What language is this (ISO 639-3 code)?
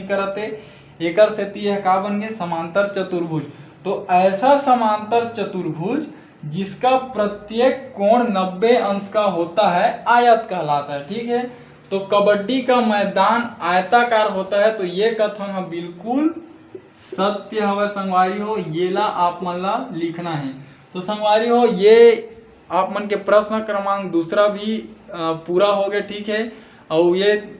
hne